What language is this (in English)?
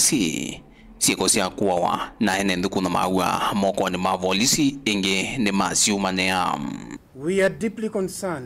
Kamba